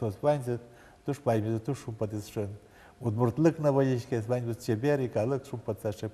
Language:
Udmurt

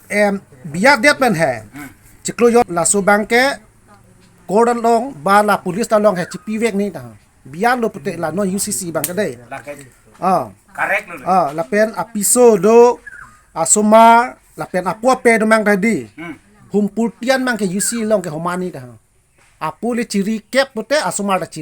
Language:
Karbi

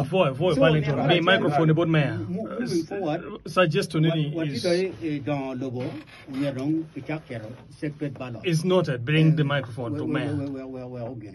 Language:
Acoli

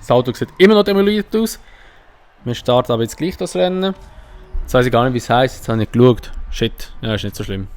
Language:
Swiss German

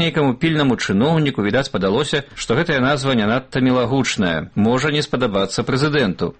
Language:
Belarusian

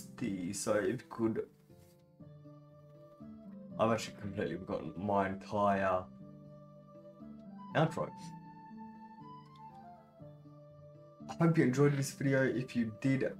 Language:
English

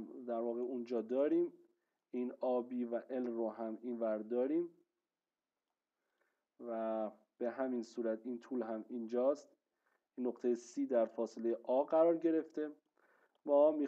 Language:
Persian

